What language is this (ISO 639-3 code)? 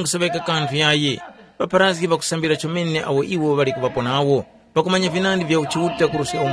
tum